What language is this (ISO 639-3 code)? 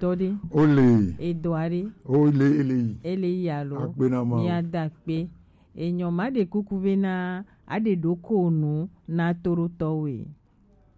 gej